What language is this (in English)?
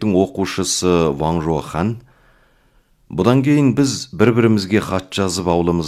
Kazakh